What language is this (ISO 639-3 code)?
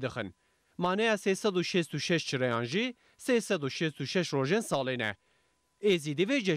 kur